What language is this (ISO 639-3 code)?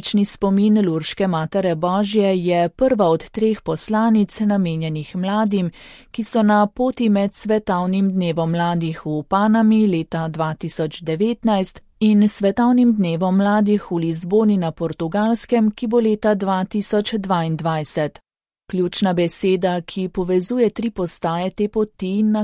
slv